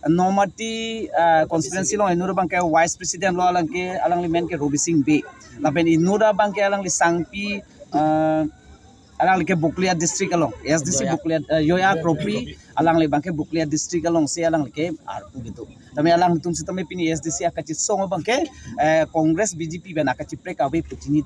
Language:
Karbi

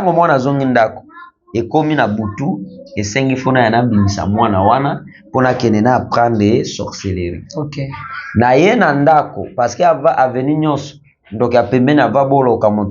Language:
Lingala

